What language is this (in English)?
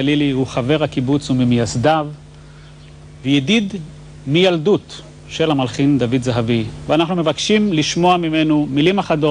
Hebrew